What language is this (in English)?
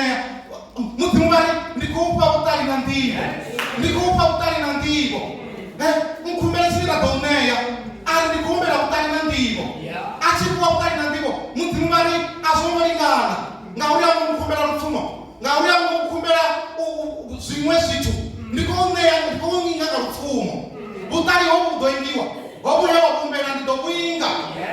Venda